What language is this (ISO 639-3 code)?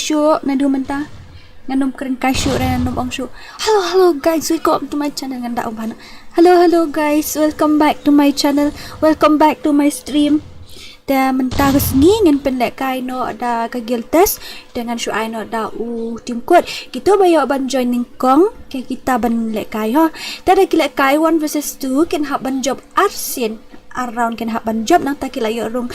kha